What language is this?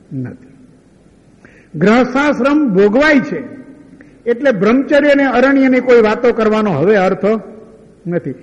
Gujarati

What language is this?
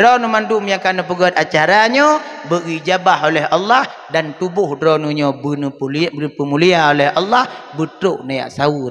Achinese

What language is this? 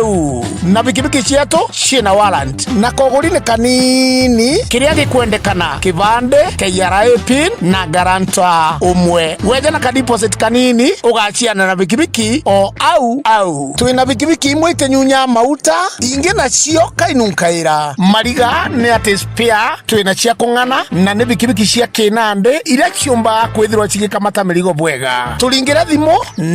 Meru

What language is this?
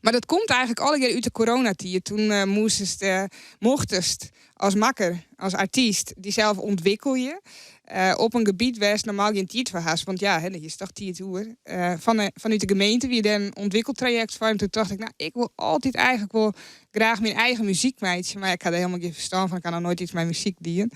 Western Frisian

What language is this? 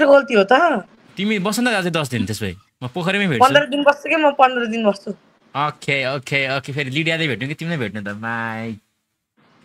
Nepali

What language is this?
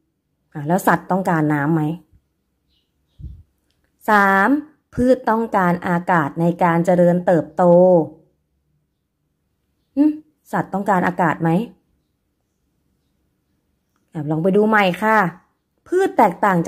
Thai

